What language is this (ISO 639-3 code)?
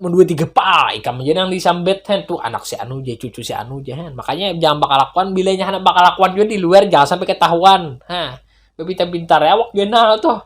bjn